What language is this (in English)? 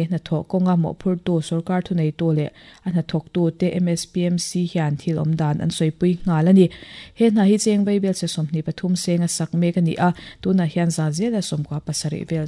Mizo